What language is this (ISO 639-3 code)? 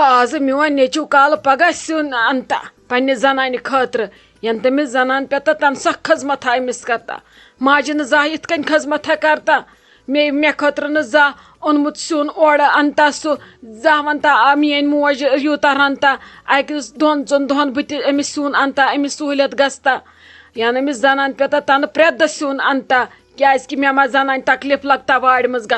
kas